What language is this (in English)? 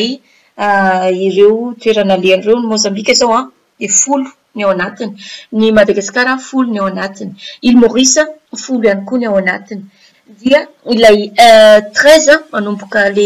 Malagasy